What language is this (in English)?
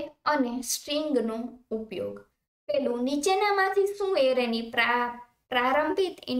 Gujarati